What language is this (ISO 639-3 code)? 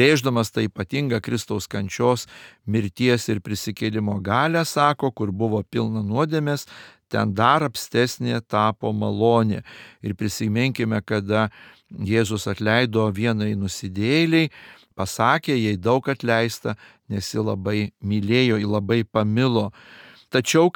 lit